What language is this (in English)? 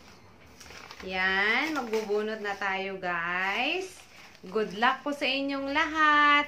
Filipino